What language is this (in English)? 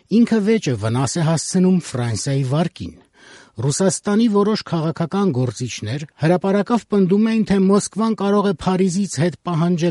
Armenian